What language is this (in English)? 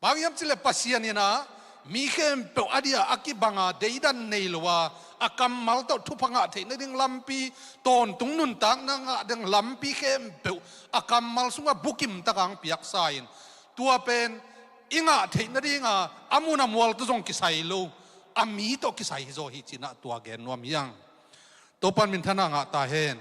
Tedim Chin